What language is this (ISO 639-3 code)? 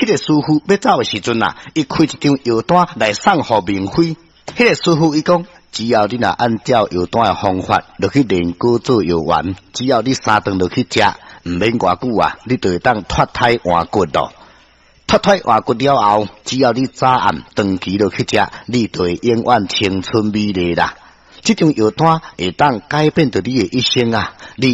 nan